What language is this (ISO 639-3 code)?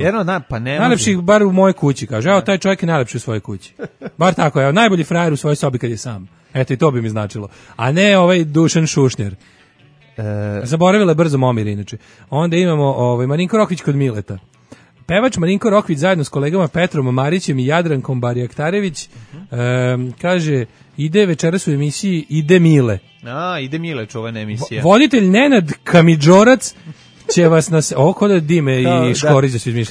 srp